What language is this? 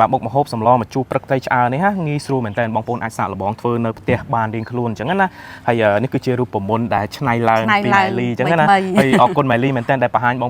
Khmer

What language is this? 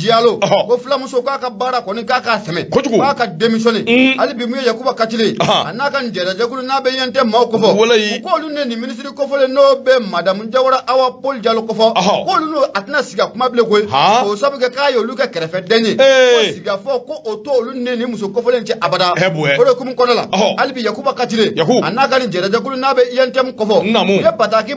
Bambara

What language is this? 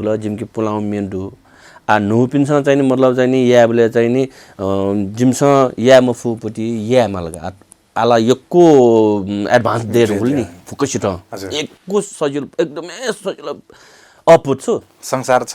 Newari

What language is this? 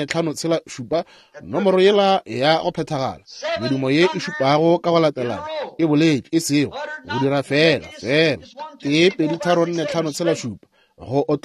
Northern Sotho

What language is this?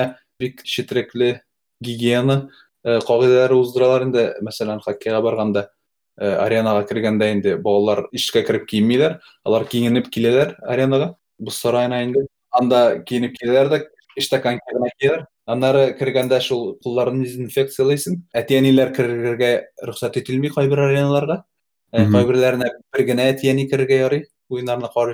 Tatar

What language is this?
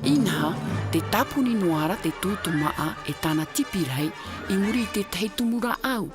Tahitian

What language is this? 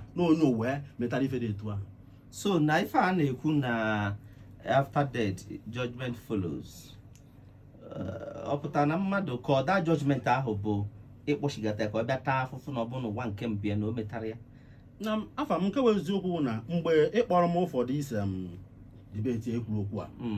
Igbo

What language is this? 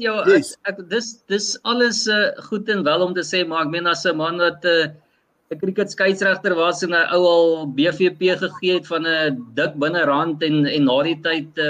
Afrikaans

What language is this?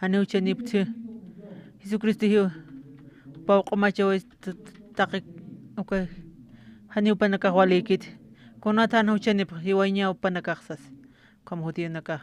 Aymara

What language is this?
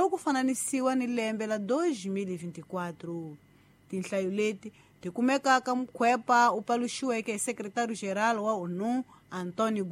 Tsonga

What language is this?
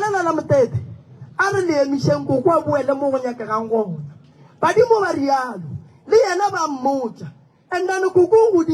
Northern Sotho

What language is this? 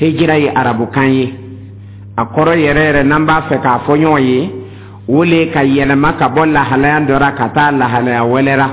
Dyula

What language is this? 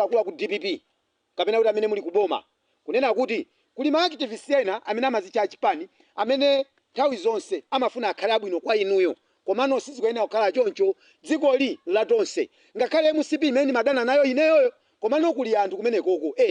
Nyanja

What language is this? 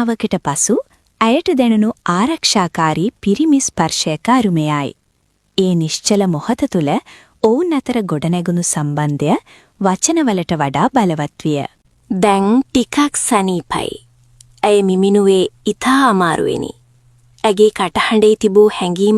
Sinhala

